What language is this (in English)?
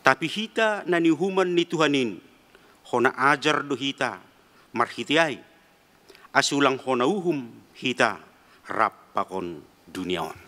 Batak Simalungun